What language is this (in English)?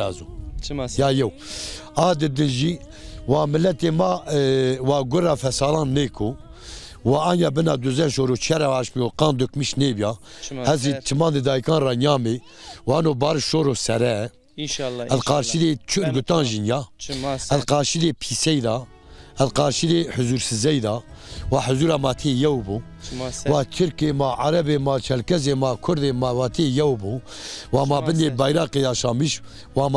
Zaza